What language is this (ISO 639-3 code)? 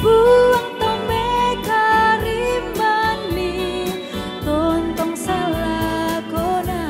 sda